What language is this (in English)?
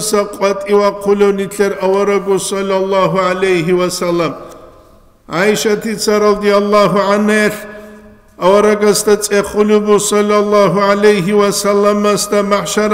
Avaric